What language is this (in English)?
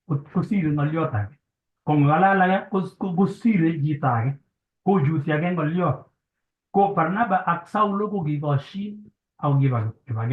Kalenjin